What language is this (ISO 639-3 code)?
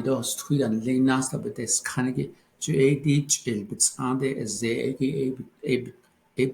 nav